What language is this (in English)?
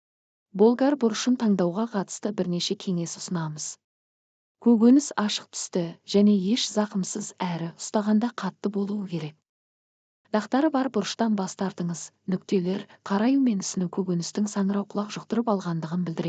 Kazakh